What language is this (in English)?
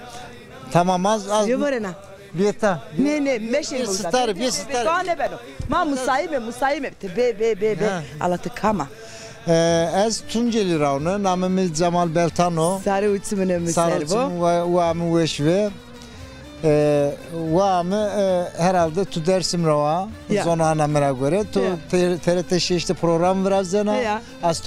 Zaza